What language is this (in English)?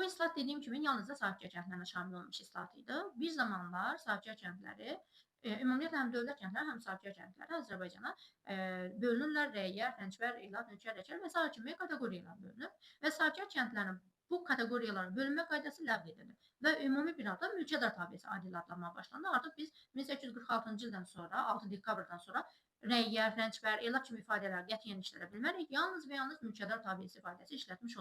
Azerbaijani